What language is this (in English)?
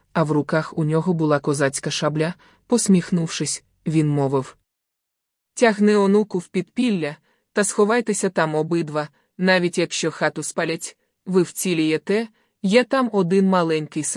Ukrainian